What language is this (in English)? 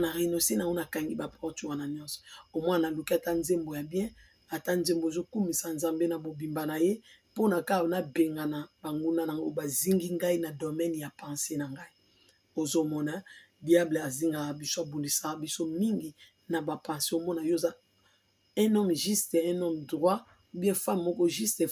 Lingala